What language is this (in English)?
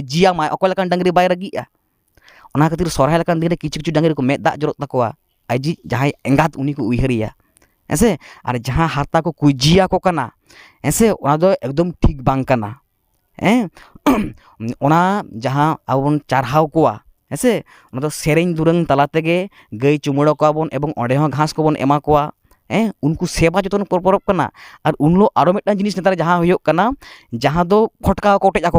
Santali